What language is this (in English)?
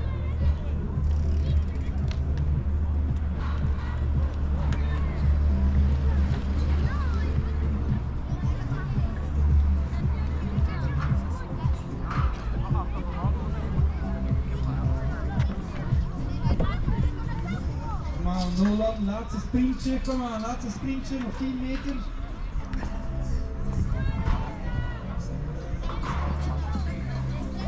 Dutch